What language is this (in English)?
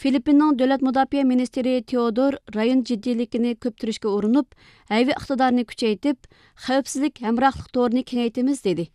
Uyghur